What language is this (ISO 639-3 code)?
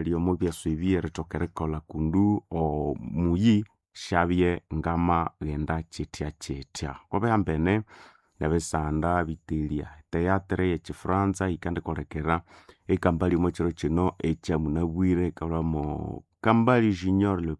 nnb